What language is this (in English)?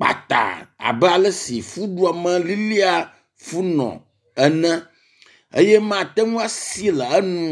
Ewe